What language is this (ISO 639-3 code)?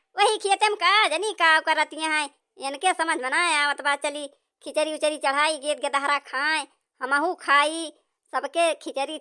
awa